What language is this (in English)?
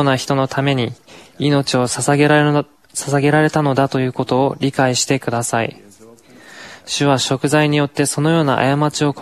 Japanese